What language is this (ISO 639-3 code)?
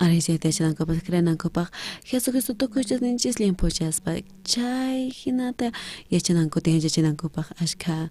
quh